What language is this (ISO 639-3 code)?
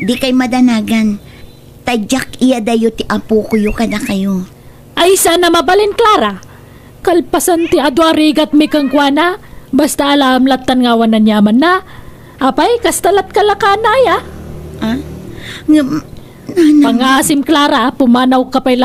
ilo